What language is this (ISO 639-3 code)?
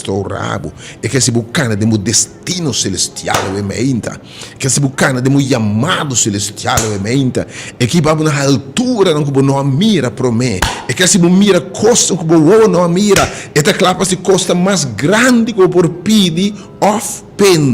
pap